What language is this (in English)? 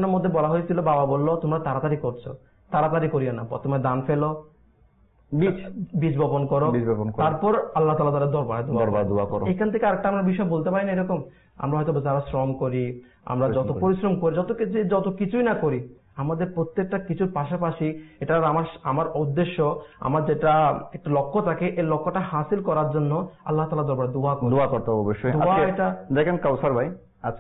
Bangla